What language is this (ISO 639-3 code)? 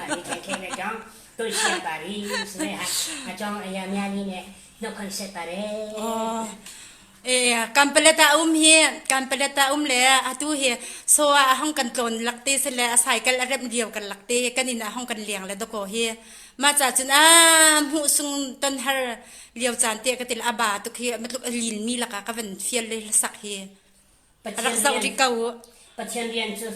cfm